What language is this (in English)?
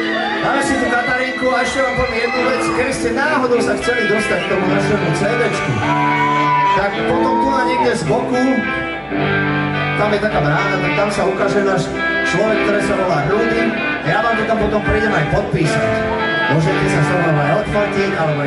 Slovak